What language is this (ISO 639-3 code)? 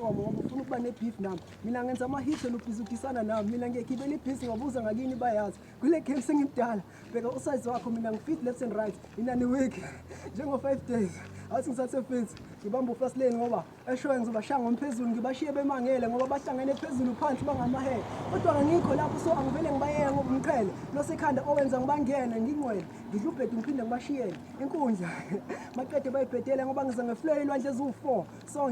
zul